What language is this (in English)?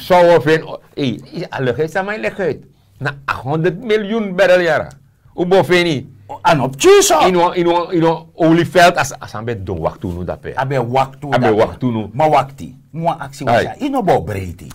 Sranan Tongo